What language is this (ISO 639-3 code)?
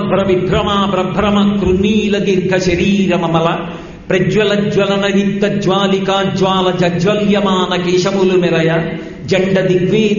tel